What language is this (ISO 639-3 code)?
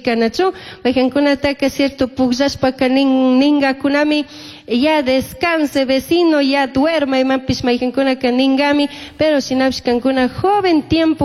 qug